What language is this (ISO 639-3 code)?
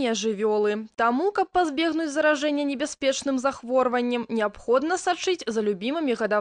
bel